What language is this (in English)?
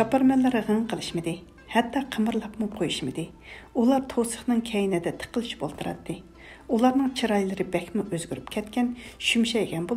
Uyghur